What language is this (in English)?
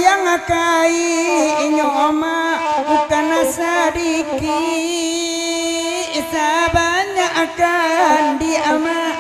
Minangkabau